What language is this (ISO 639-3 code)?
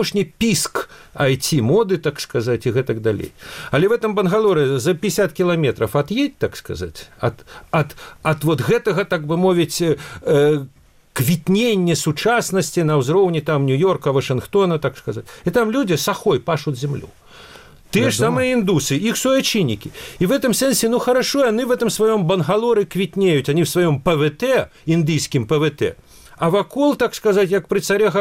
bel